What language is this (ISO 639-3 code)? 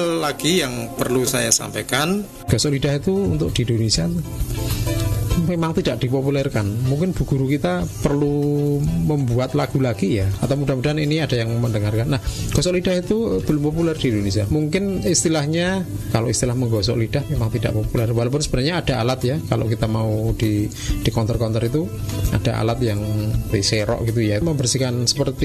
ind